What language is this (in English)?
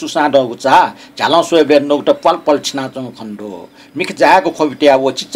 Newari